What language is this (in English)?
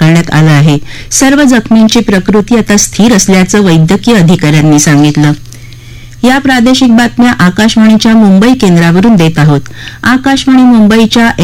Marathi